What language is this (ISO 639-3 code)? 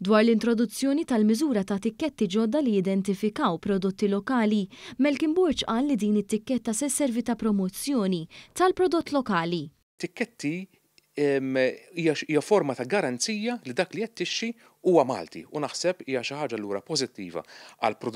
mlt